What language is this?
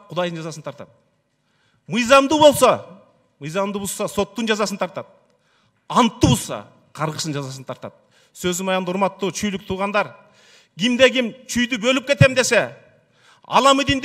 Kyrgyz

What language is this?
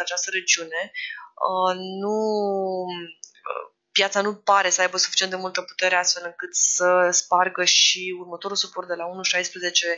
Romanian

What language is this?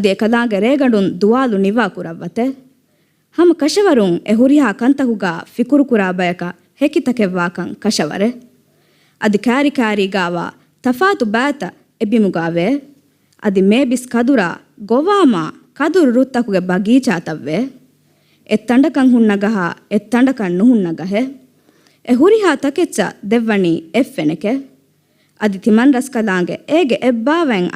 Divehi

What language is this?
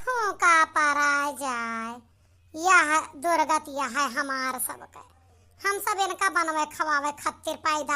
Awadhi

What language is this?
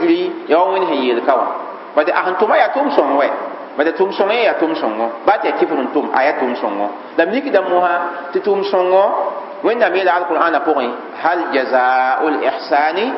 Mossi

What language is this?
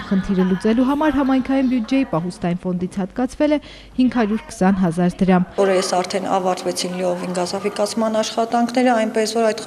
Armenian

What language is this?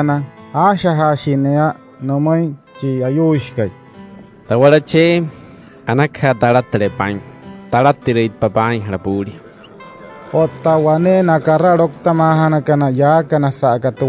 Wayuu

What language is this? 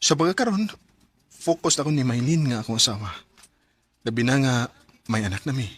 Cebuano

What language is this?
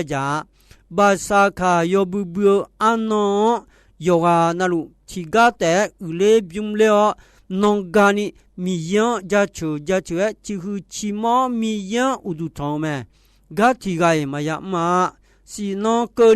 Akha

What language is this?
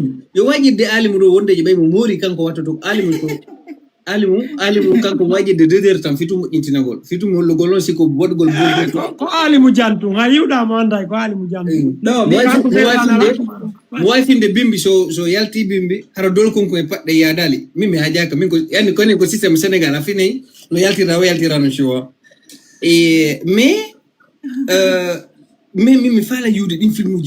Fula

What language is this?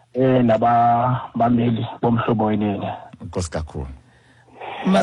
Xhosa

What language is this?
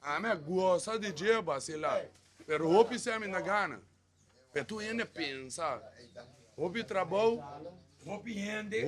Papiamento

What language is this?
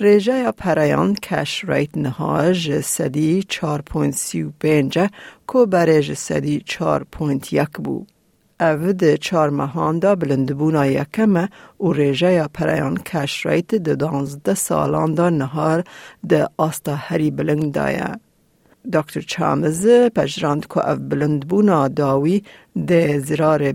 Kurdish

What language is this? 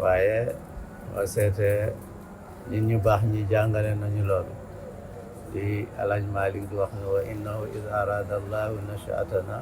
Wolof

